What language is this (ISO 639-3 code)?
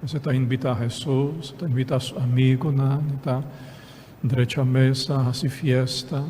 pap